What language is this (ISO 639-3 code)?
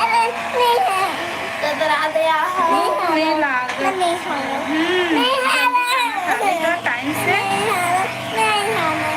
hne